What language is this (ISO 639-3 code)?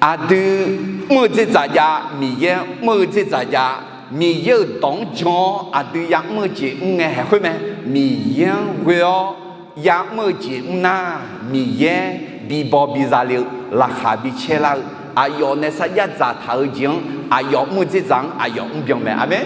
ahk